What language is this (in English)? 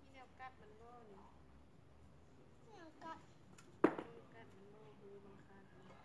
Northeastern Thai